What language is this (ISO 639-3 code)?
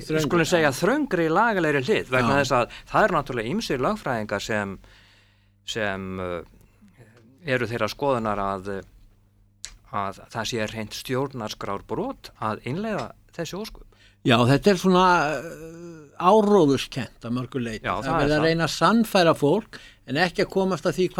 isl